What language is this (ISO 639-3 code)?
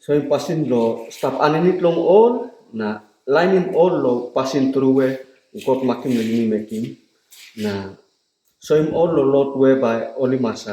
tpi